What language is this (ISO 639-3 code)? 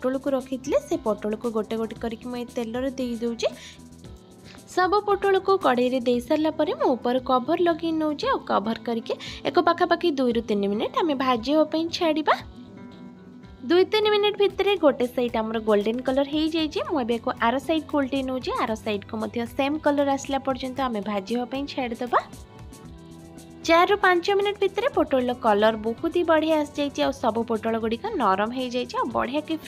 ori